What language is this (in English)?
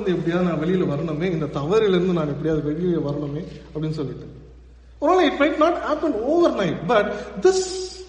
Tamil